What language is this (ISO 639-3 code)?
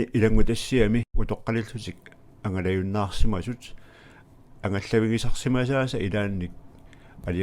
kal